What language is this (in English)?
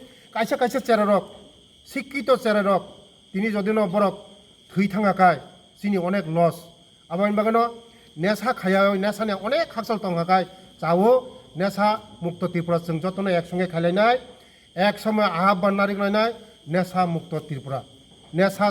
Kok Borok